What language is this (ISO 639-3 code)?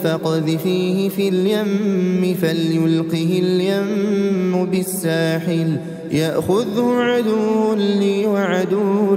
ara